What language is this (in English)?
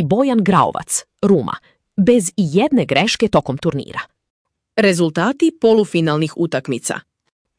Serbian